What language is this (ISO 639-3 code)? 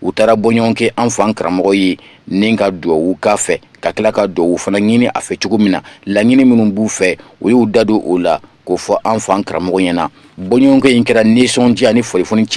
bam